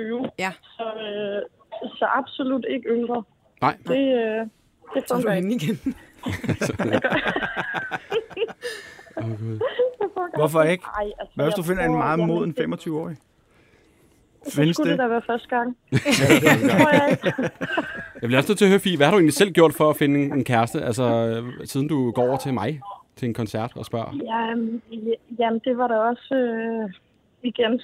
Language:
Danish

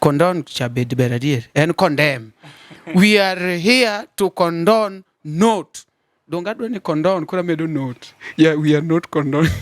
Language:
Luo (Kenya and Tanzania)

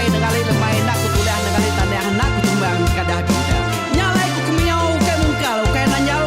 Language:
Iban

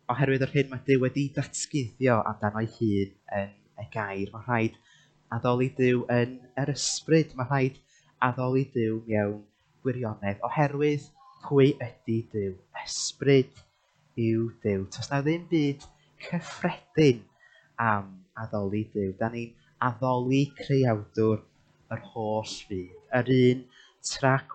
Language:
Welsh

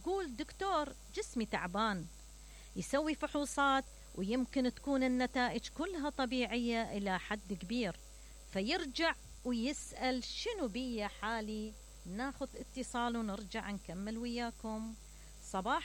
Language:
Mesopotamian Arabic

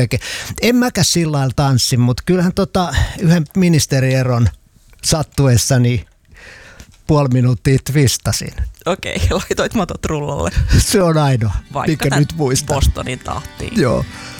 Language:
Finnish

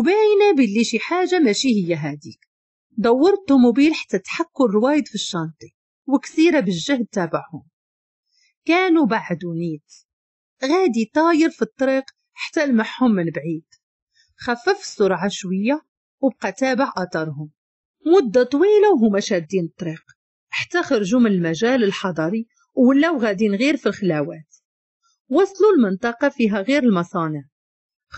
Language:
Moroccan Arabic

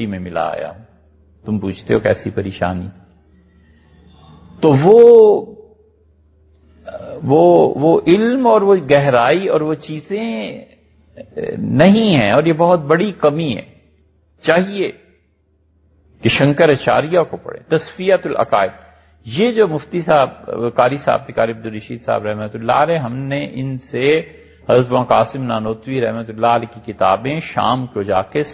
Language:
Urdu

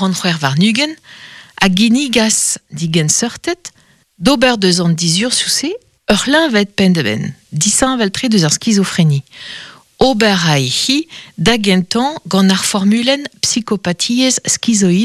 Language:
Breton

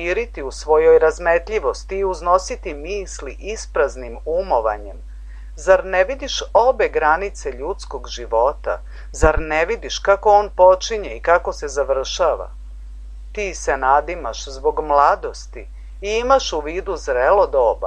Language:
Serbian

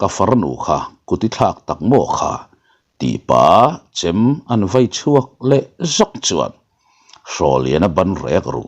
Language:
Mizo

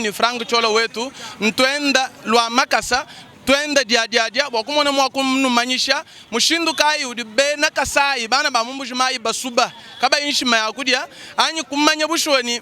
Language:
Luba-Lulua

